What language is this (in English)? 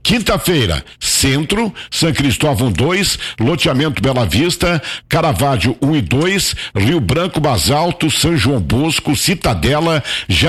Portuguese